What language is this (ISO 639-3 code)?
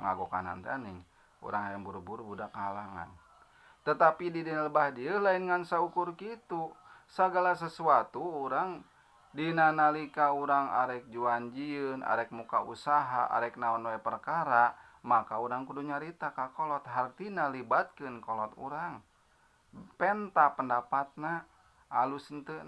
sun